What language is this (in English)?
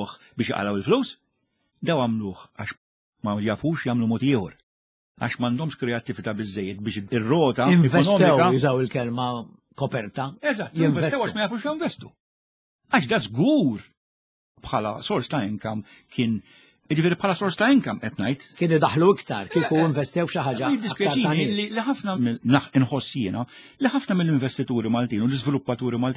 Maltese